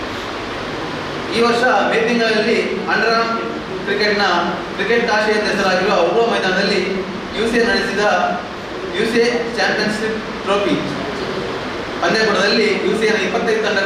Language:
Kannada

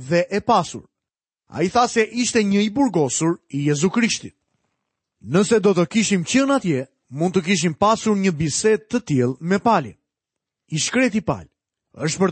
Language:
Albanian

